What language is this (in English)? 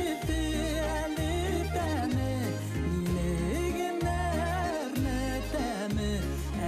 Bashkir